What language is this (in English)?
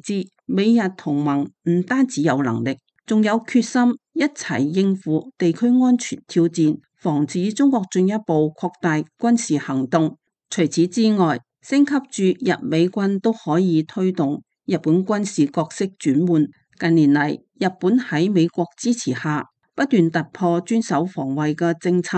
Cantonese